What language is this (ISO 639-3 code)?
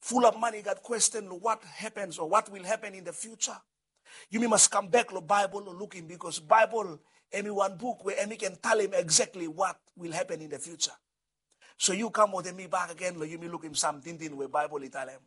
bis